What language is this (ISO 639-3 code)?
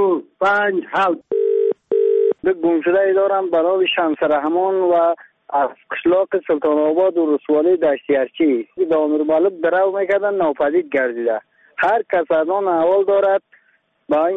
fas